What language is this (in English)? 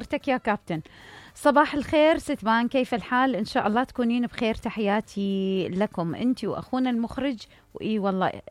Mesopotamian Arabic